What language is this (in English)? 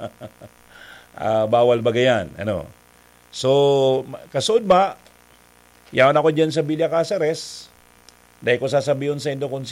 Bikol